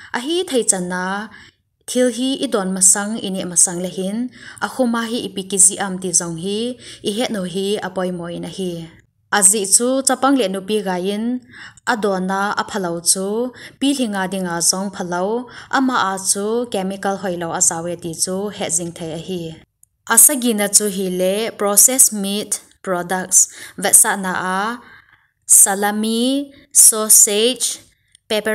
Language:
Thado Chin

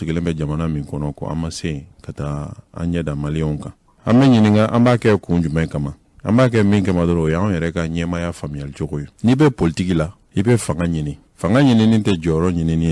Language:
Bambara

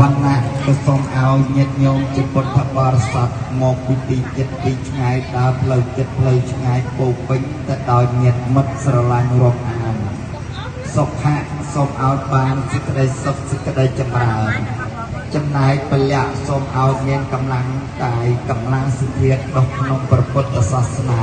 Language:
Khmer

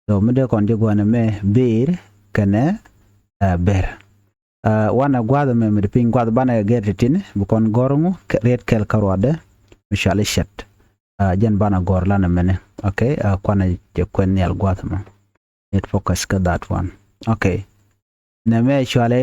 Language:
Nuer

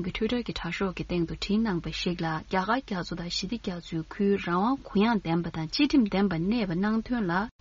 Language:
Tibetan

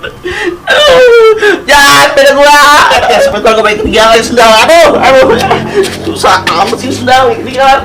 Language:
Betawi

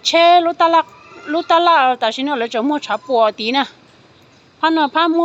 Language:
Hmong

